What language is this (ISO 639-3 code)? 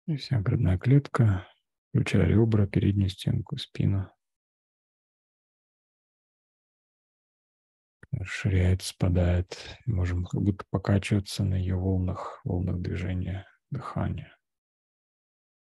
rus